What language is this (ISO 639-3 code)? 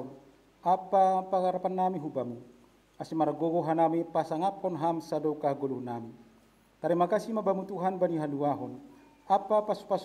bts